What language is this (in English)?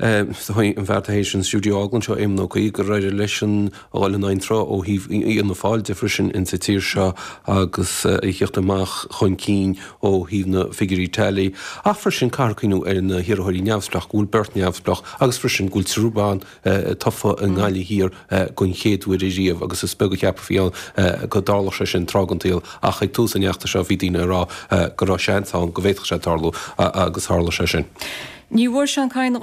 Irish